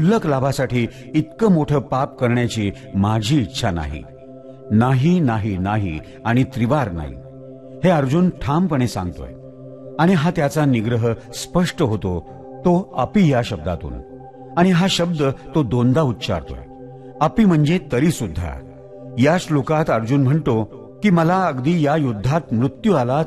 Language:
Marathi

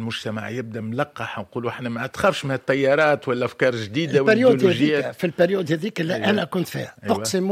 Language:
Tunisian Arabic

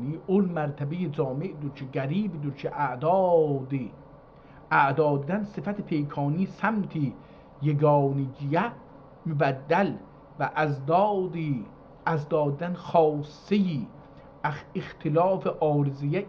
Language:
South Azerbaijani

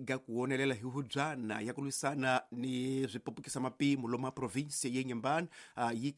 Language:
Tsonga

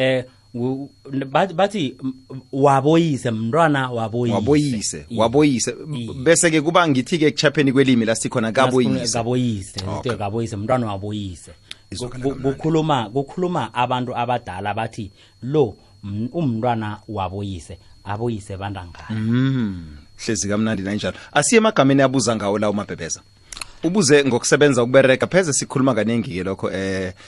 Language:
South Ndebele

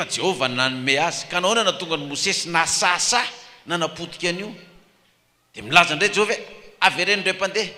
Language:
Malagasy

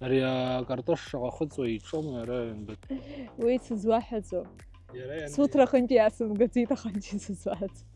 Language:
Abkhazian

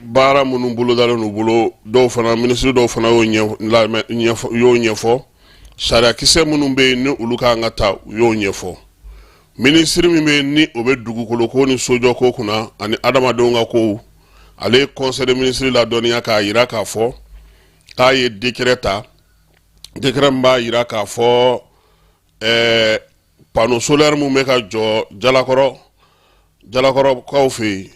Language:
Bambara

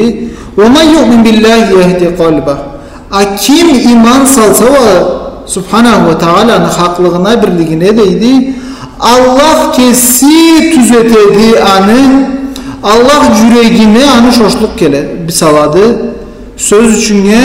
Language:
Karachay-Balkar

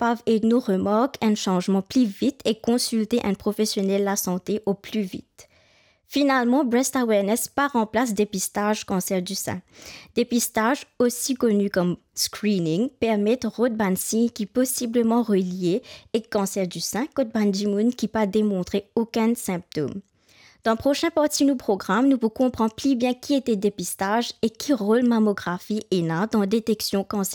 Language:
Morisyen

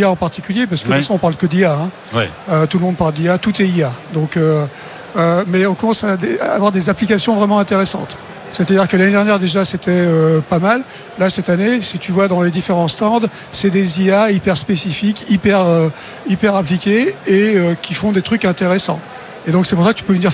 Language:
French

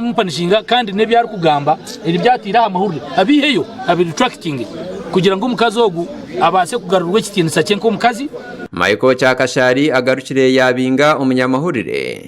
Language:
Nyankole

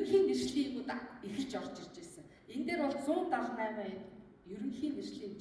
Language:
Mongolian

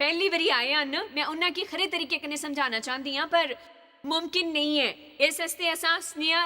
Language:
Dogri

